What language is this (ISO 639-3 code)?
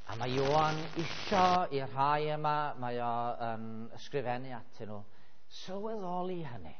cym